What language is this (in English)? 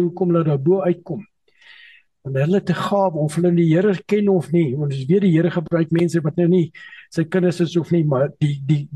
Afrikaans